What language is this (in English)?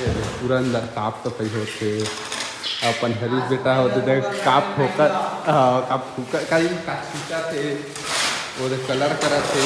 Chhattisgarhi